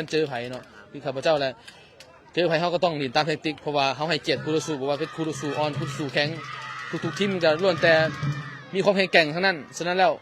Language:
Lao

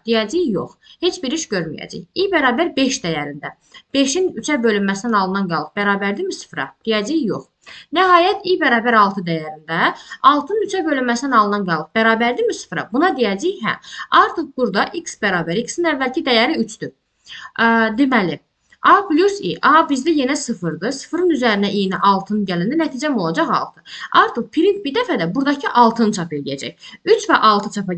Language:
Azerbaijani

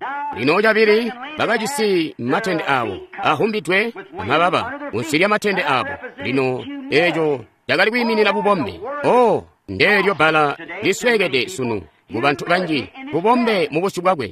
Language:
Tonga (Zambia)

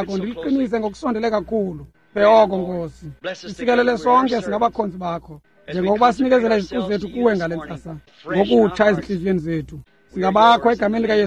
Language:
Xhosa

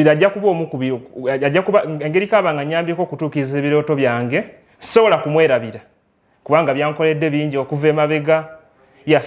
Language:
Ganda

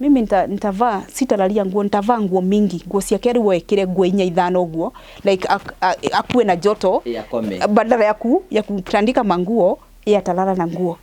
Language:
Kikuyu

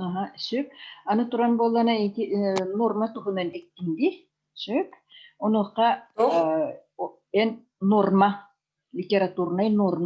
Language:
Yakut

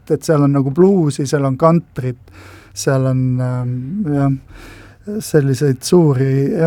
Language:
Estonian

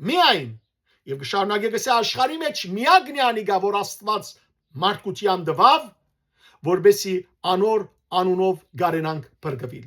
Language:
Western Armenian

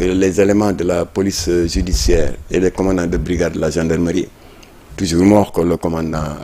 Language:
Wolof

